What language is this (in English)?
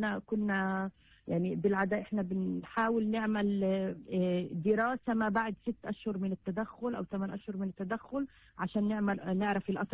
North Levantine Arabic